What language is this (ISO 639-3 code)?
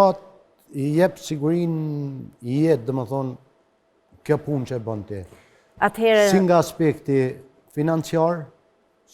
sqi